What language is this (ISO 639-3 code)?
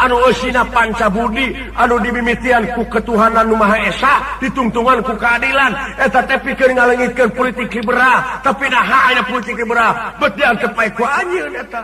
sun